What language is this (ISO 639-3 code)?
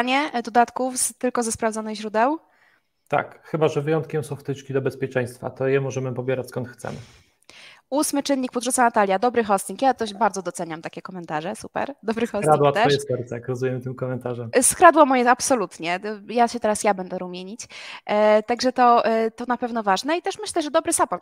pol